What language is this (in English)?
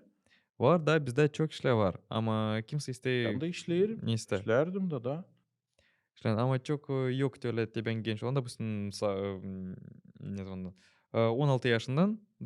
Gagauz